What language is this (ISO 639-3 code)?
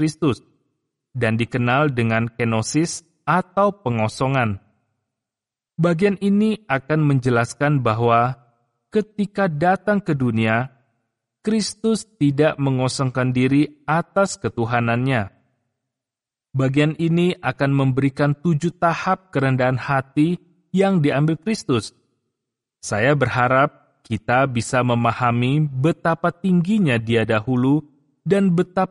ind